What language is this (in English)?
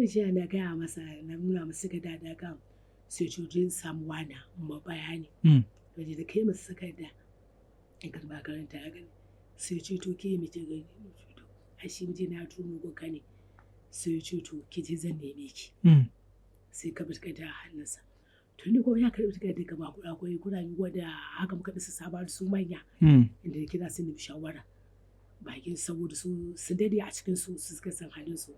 Hausa